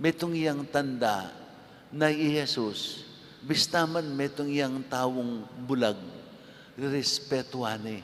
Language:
Pampanga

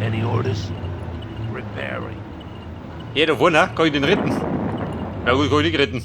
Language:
Bavarian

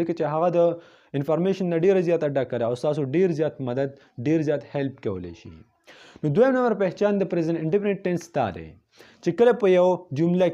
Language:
Pashto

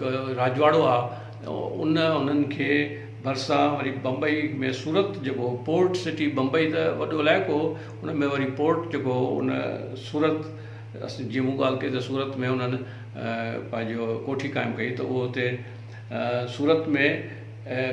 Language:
Sindhi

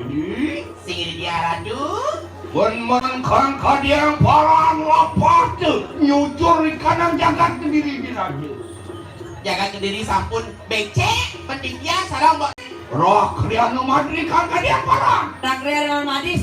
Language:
Balinese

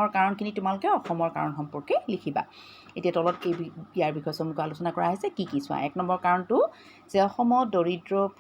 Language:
Assamese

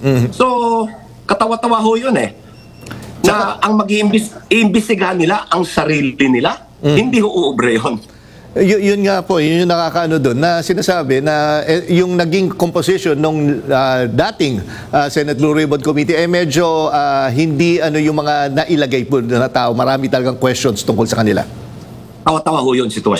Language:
Filipino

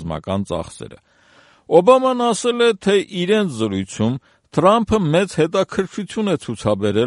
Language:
Armenian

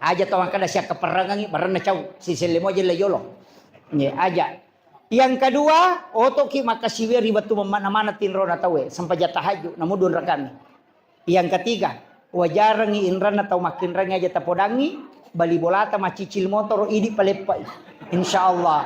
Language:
Buginese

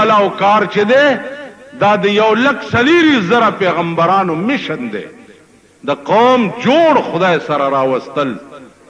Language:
Pashto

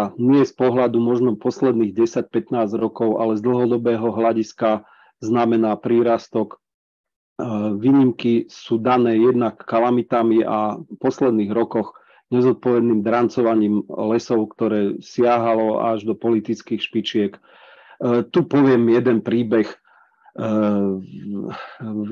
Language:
Slovak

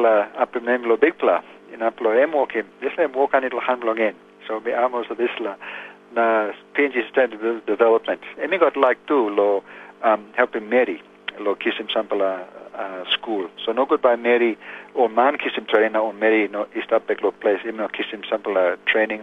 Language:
Tok Pisin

